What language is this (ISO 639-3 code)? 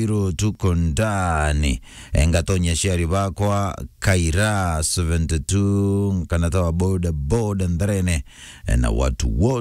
mer